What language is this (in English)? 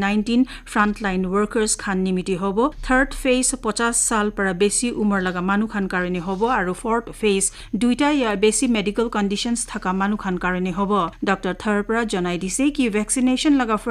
Naga Pidgin